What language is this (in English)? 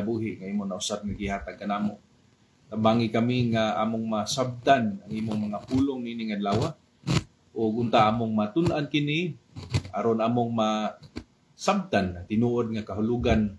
Cebuano